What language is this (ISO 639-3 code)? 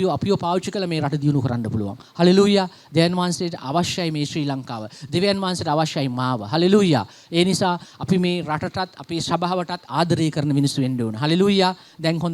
sin